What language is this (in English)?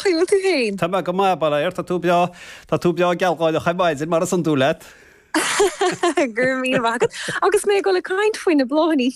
Irish